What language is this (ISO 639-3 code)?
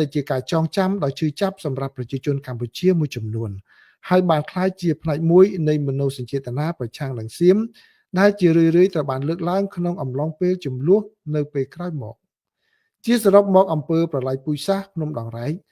khm